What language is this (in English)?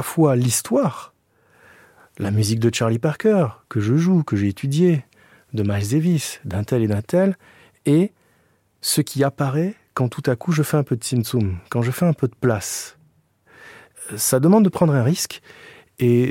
French